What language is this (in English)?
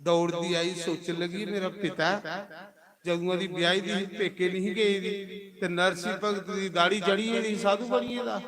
Dogri